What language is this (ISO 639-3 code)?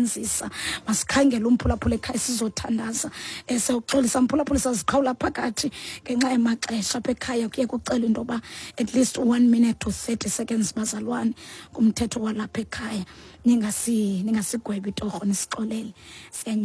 xho